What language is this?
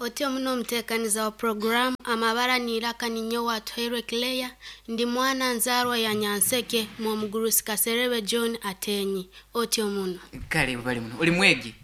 Nyankole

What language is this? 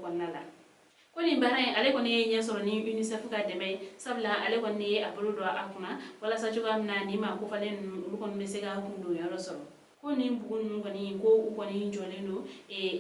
Bambara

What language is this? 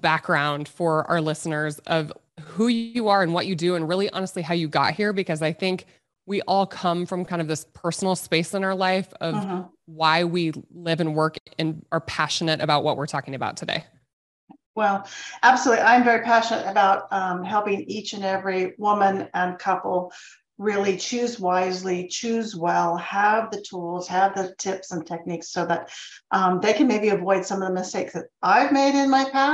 English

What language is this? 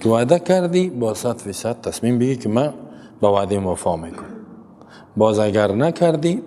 Persian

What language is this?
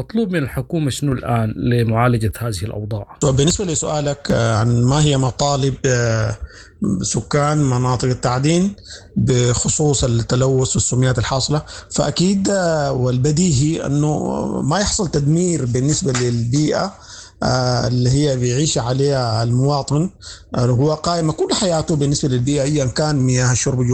Sudanese Arabic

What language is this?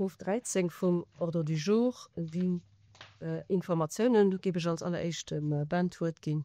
Luxembourgish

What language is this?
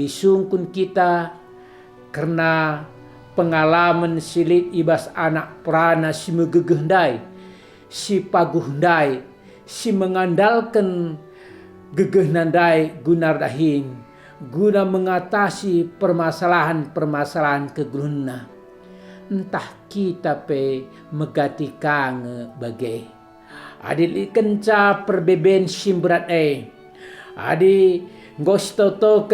Batak Karo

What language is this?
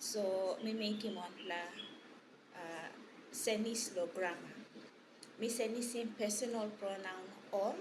Tok Pisin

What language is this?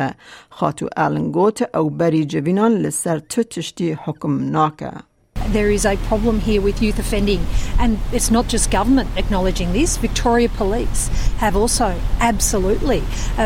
Kurdish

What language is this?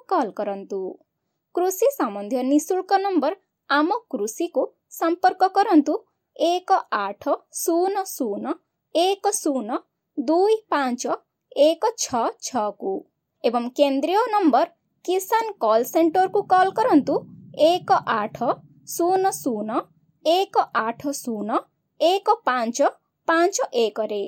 Odia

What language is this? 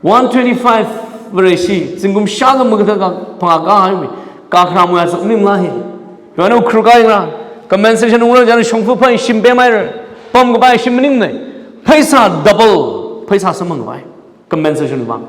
Tangkhul Naga (India)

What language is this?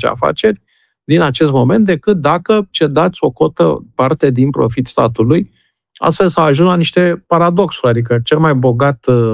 Romanian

